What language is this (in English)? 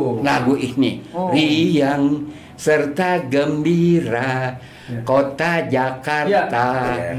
Betawi